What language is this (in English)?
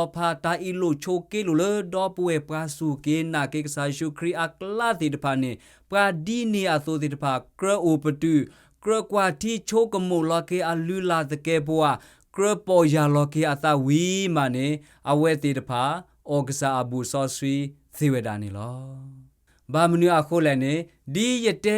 S'gaw Karen